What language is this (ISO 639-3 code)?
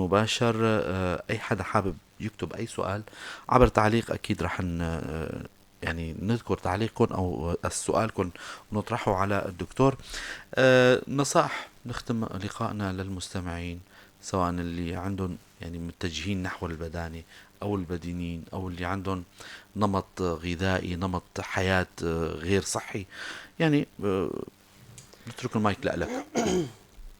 apc